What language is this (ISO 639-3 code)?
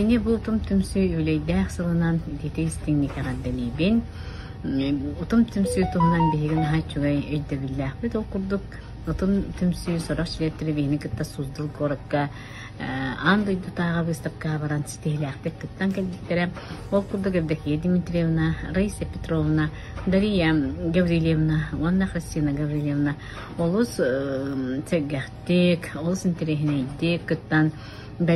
sah